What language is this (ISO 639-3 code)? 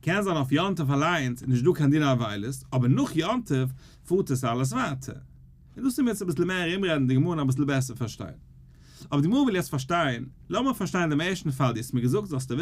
yid